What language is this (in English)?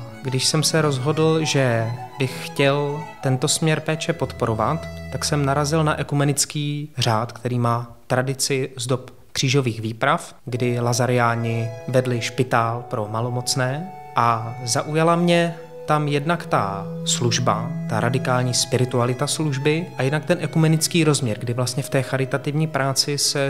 Czech